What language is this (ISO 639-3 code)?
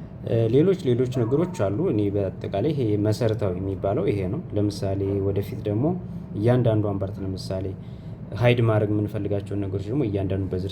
amh